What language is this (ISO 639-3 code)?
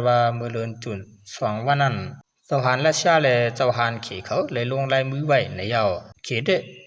shn